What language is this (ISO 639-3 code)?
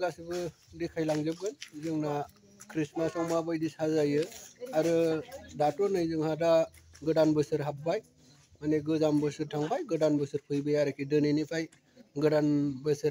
brx